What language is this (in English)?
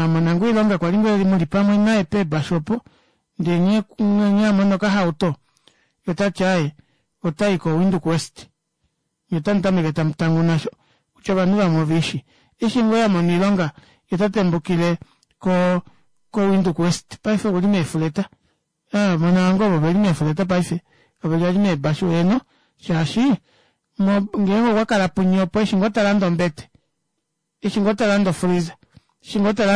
Kuanyama